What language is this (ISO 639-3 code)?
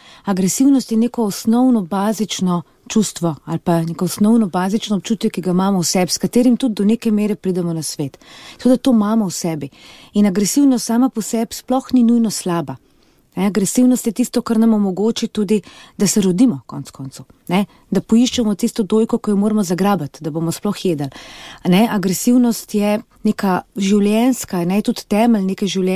slv